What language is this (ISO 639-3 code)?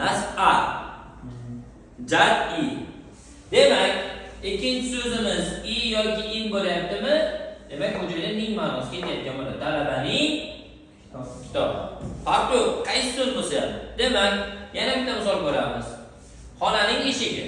uzb